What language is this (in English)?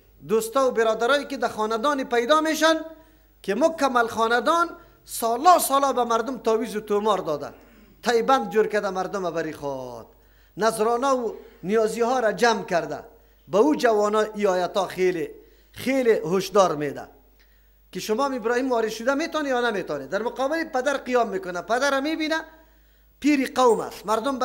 Persian